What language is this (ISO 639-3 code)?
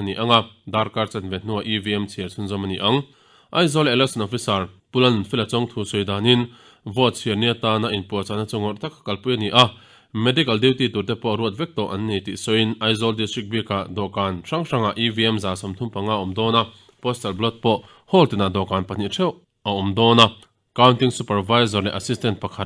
lus